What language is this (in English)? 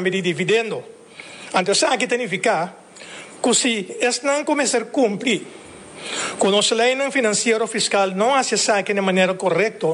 Papiamento